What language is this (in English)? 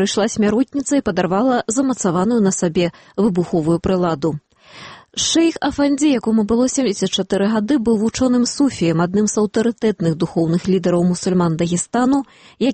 Belarusian